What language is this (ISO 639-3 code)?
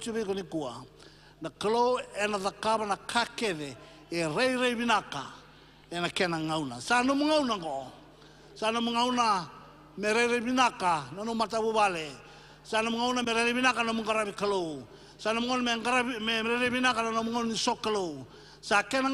fij